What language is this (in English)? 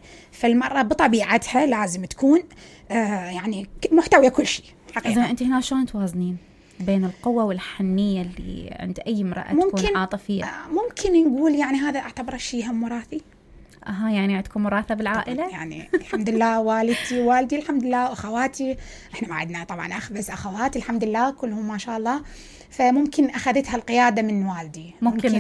Mesopotamian Arabic